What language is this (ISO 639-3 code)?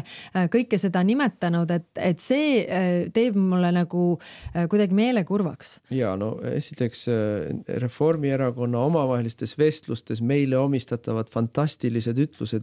est